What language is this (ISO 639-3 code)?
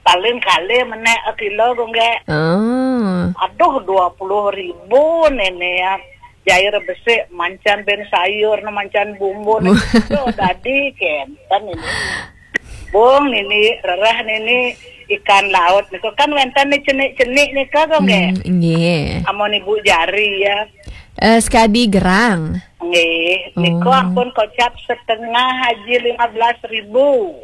ban